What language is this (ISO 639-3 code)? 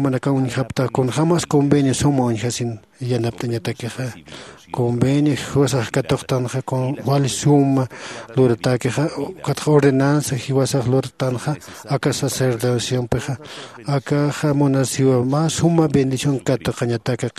aym